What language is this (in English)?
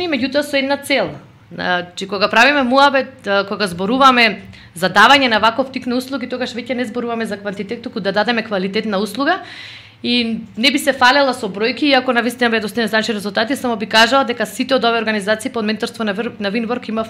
Macedonian